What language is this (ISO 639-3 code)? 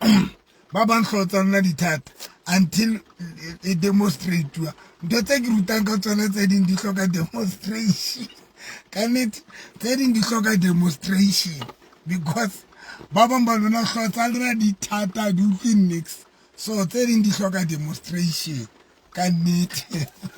sot